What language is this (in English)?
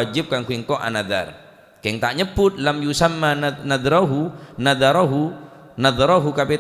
Madurese